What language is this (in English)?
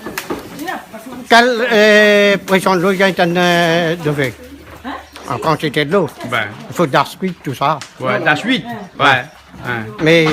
Réunion Creole French